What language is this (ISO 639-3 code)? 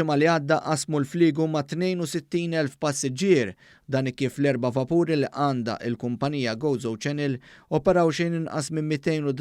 mlt